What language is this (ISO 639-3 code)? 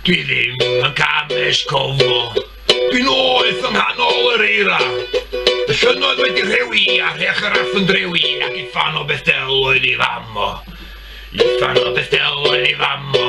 cym